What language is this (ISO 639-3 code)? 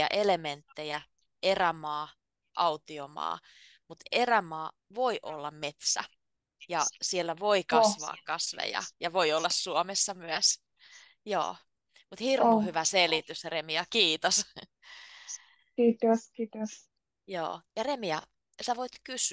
fin